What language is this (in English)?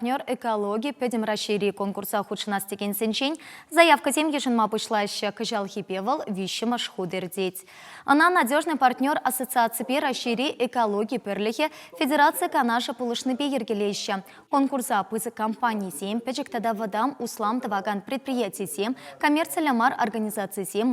Chuvash